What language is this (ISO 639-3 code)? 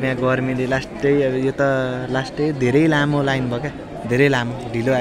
nep